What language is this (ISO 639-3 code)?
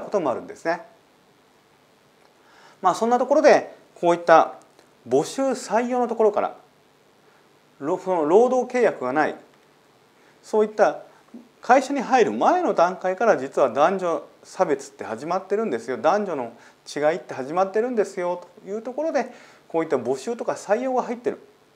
jpn